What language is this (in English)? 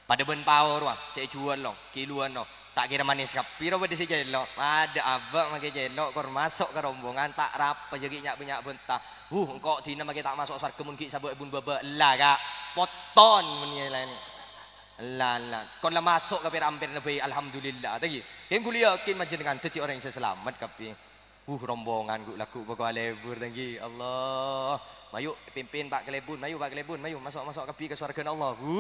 Madurese